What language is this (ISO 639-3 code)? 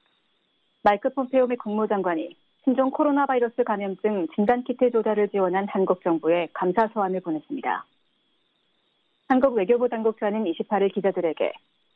kor